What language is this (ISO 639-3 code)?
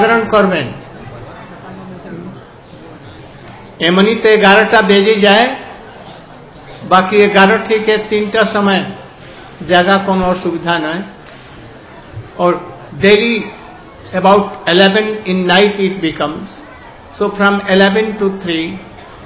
ben